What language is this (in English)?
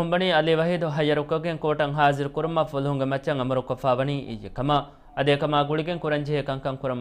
Divehi